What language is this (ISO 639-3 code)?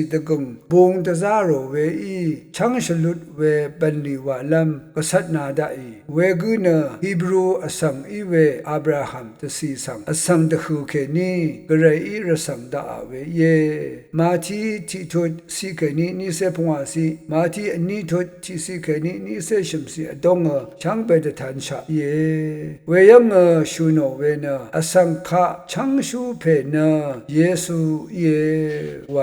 raw